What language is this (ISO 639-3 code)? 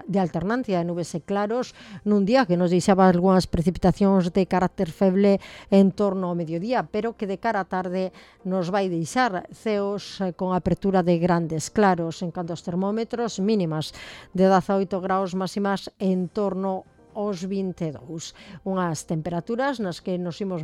glg